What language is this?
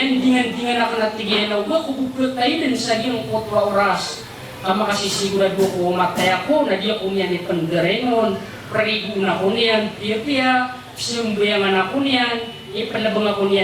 Maranao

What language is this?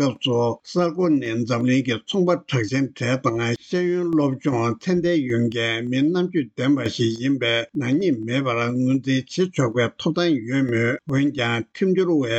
Tibetan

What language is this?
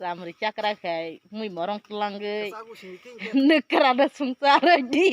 Kok Borok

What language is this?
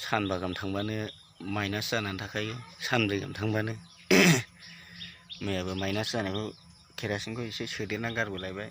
Bodo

